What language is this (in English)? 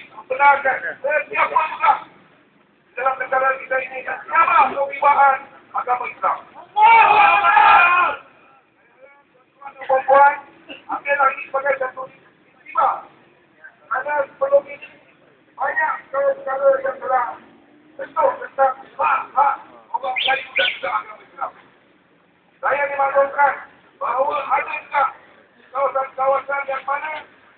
Malay